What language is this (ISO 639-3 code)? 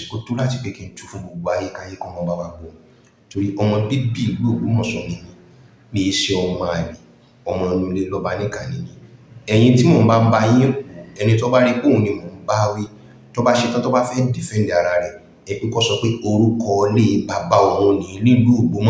yor